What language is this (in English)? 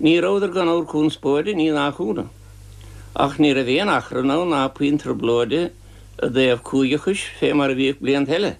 Irish